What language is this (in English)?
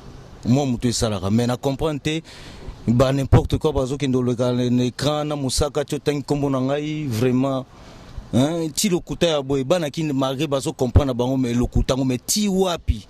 Lingala